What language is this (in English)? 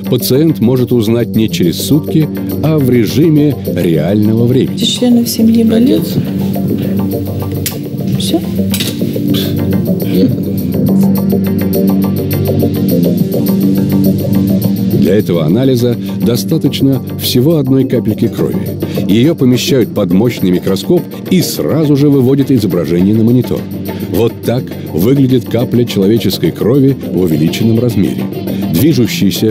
Russian